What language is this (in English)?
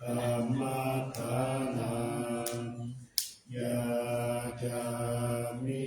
Pali